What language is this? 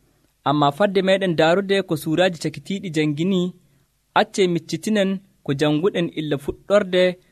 Nigerian Fulfulde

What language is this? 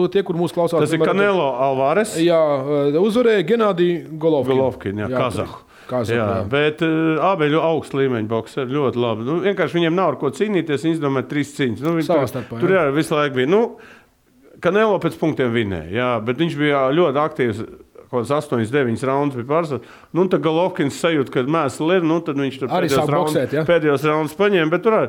Latvian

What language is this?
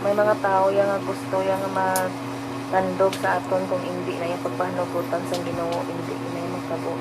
Hiligaynon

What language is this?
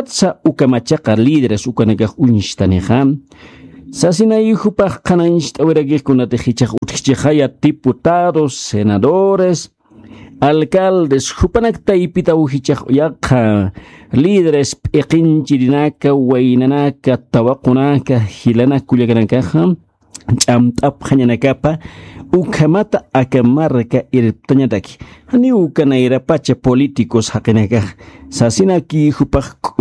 Aymara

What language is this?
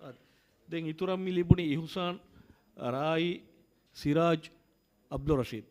Divehi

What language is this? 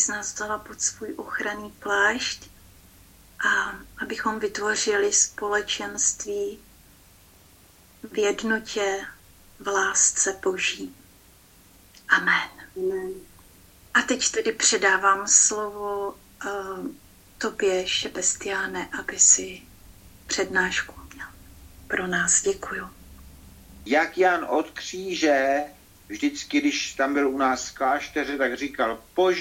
Czech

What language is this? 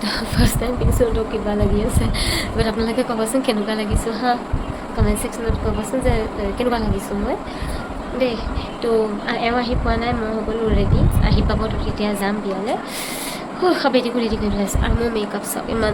Assamese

